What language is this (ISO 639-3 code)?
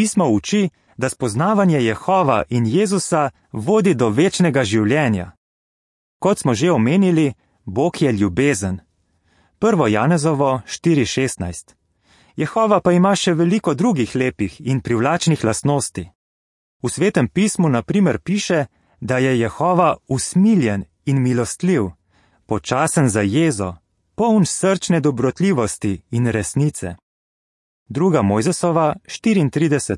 slv